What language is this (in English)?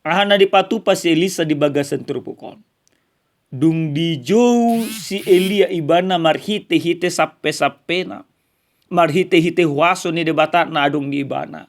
Batak Toba